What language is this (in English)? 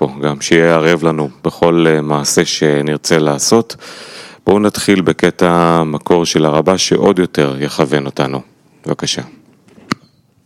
Hebrew